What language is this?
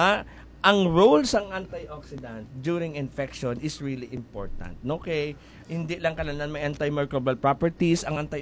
Hiligaynon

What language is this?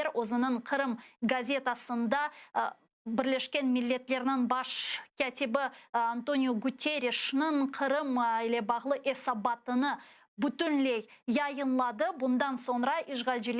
Crimean Tatar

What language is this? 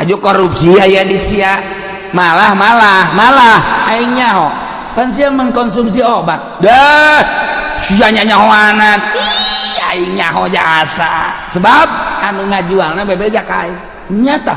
Sundanese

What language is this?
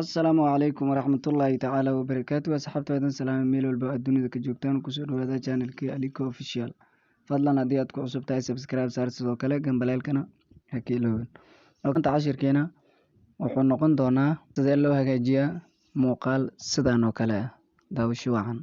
Somali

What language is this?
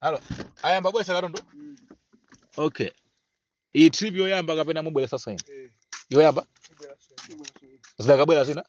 Nyanja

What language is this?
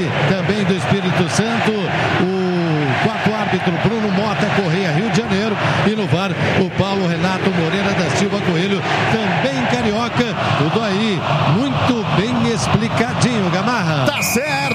Portuguese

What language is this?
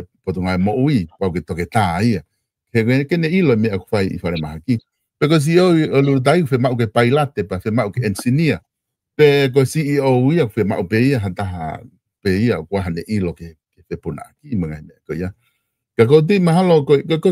Tongan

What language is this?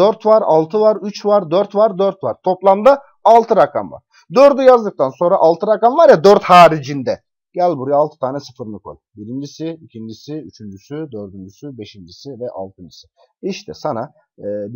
Turkish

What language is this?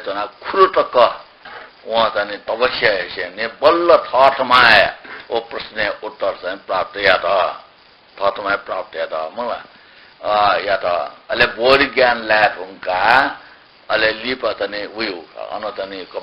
Newari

